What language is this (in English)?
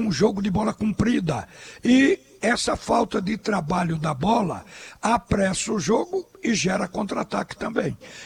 Portuguese